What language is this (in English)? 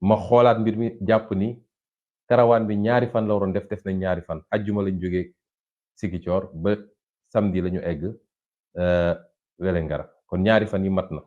Wolof